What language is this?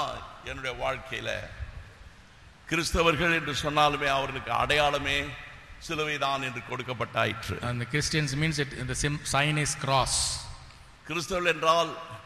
Tamil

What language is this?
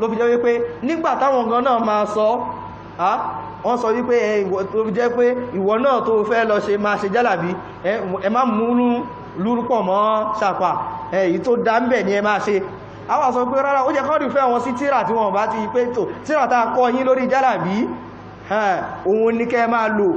Yoruba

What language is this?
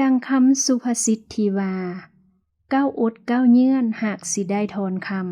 Lao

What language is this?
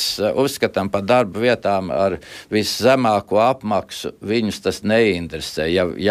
Latvian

